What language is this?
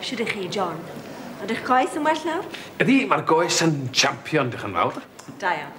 Welsh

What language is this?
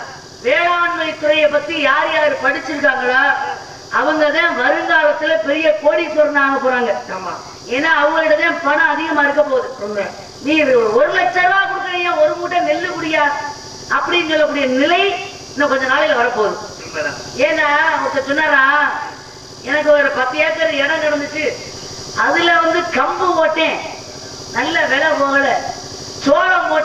Tamil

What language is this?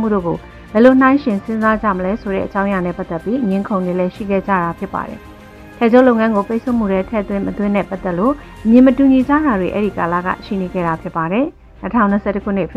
Burmese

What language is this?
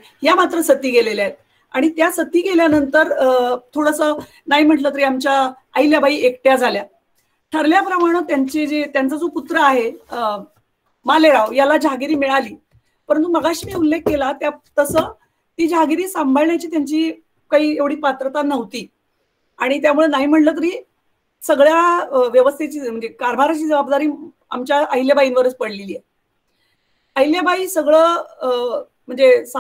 Marathi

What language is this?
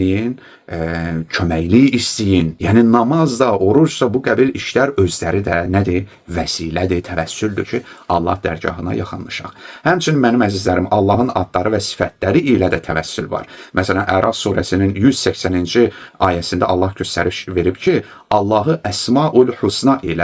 Azerbaijani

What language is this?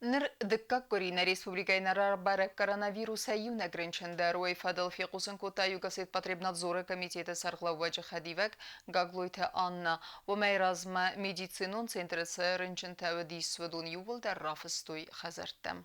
Ossetic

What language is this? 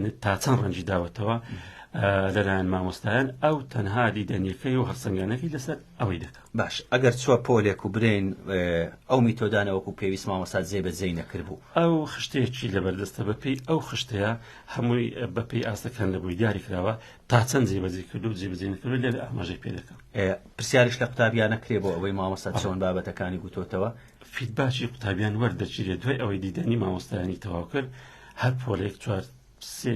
Central Kurdish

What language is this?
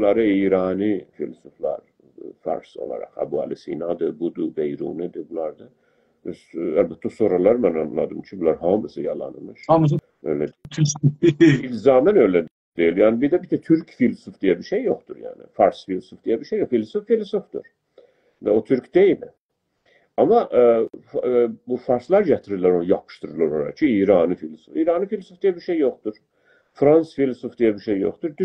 South Azerbaijani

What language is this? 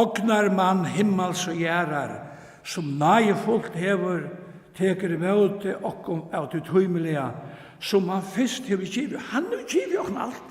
Faroese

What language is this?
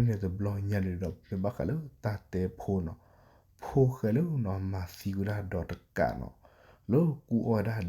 S'gaw Karen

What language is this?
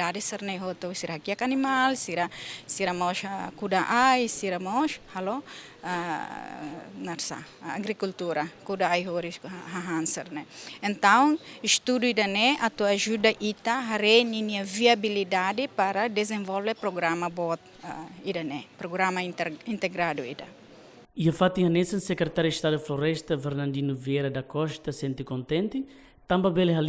Tetum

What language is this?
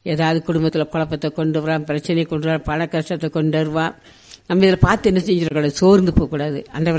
Tamil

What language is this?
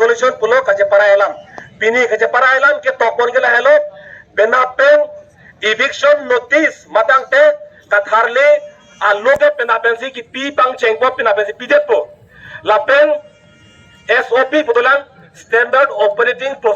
Karbi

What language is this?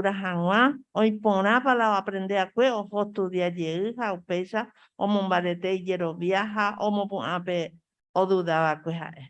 Guarani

